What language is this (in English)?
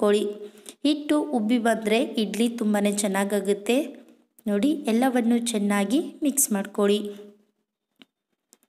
Kannada